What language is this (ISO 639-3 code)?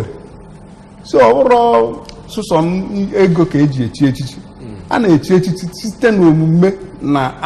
ibo